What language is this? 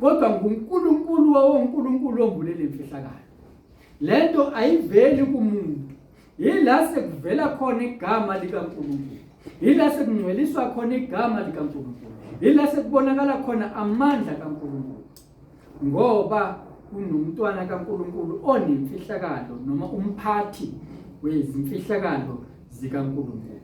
Zulu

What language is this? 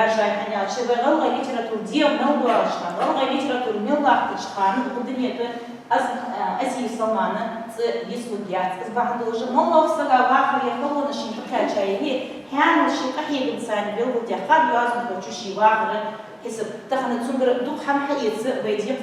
Ingush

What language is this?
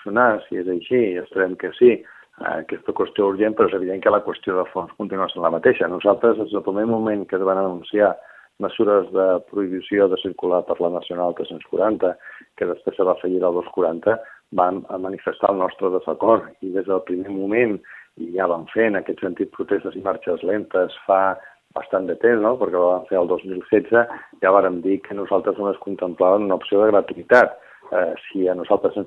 Catalan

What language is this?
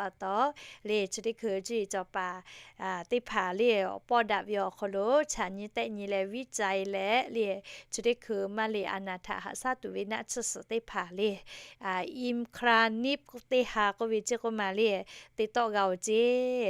Lahu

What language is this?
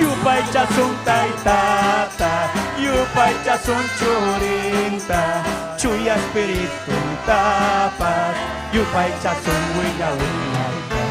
Ayacucho Quechua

